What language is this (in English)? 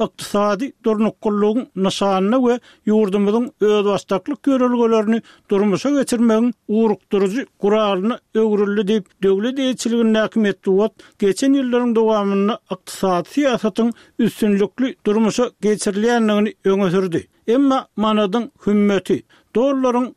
Turkmen